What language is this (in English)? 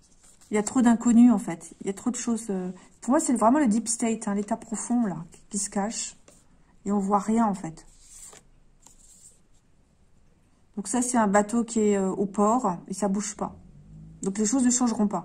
French